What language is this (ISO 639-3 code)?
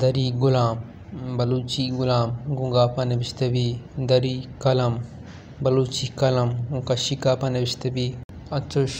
bal